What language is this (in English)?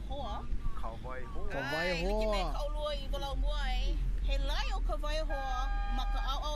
Hawaiian